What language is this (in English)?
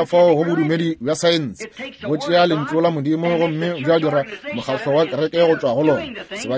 Northern Sotho